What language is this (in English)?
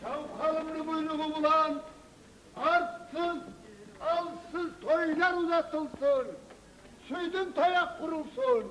Kumyk